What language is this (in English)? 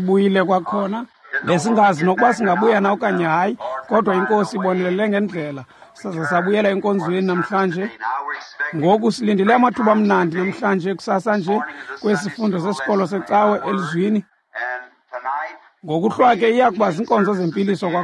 Xhosa